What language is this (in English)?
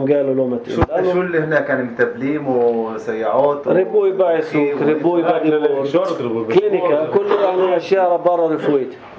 North Levantine Arabic